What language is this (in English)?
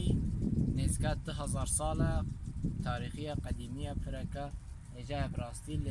Kurdish